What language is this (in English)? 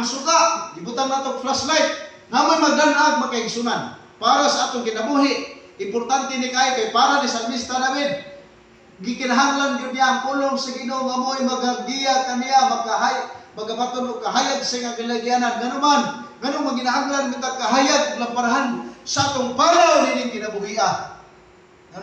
Cebuano